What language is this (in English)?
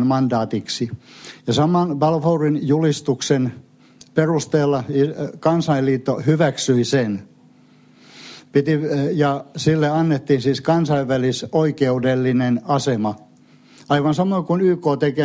Finnish